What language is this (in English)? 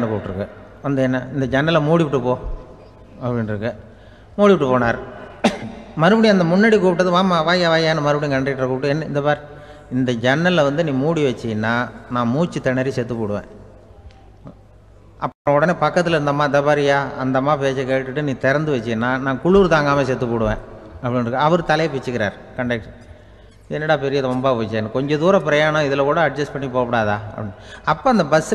Tamil